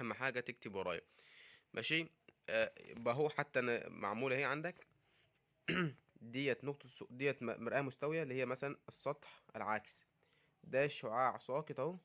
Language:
Egyptian Arabic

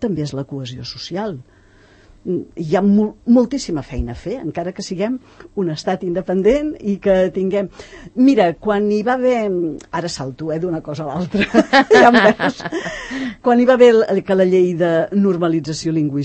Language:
Catalan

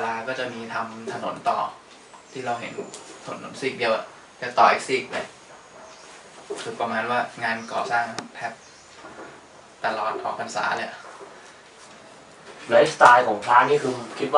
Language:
Thai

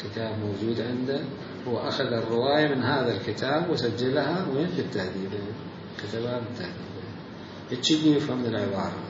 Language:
Mesopotamian Arabic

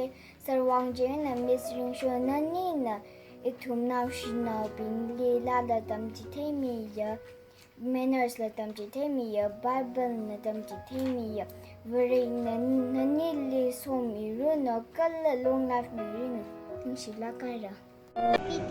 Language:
Tangkhul Naga (India)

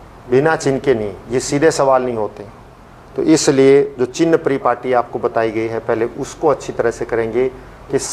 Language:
Hindi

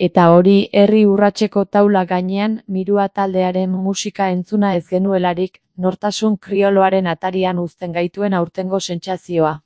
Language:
Basque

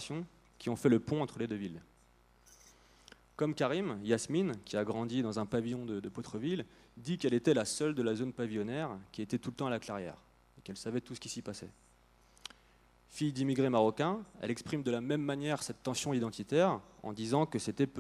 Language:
French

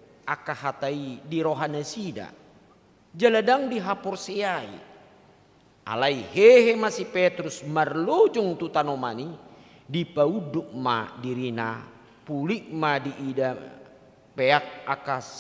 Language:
Batak Toba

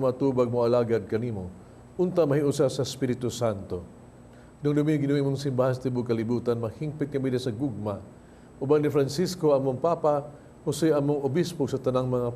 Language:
Cebuano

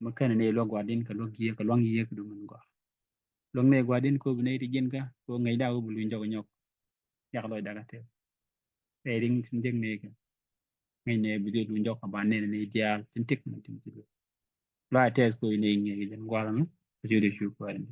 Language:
Nuer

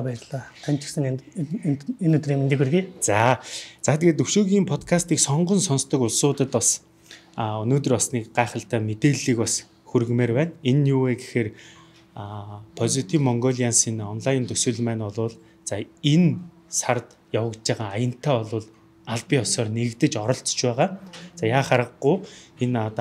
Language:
Mongolian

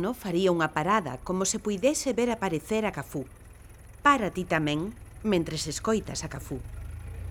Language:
Galician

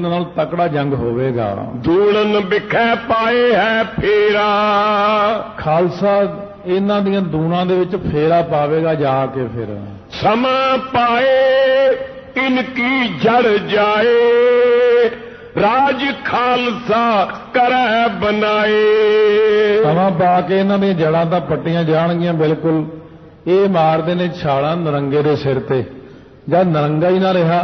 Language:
Punjabi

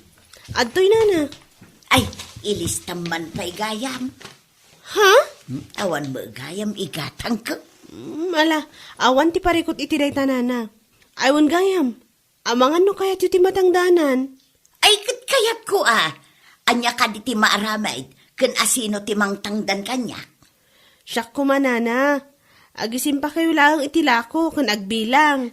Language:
Iloko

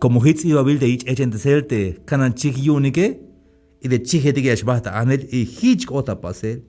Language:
Tzeltal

